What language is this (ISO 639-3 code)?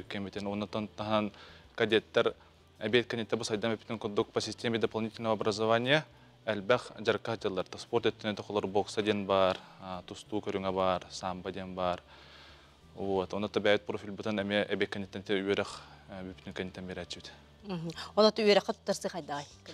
sah